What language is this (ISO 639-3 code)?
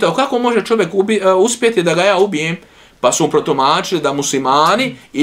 bos